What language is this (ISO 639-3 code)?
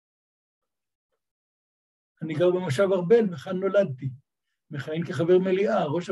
heb